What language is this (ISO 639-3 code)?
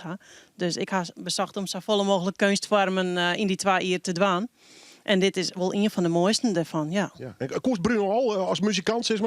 fry